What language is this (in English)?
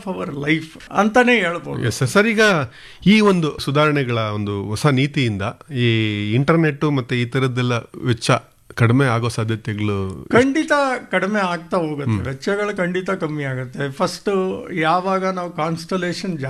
Kannada